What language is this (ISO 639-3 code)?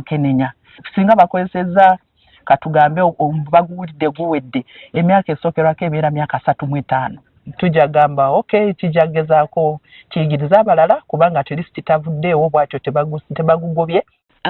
lug